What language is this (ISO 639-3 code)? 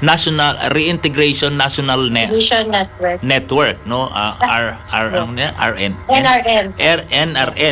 hil